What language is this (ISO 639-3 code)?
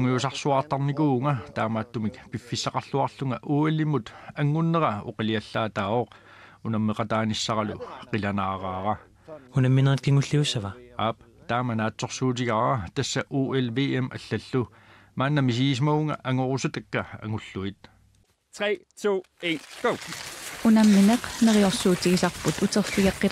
kal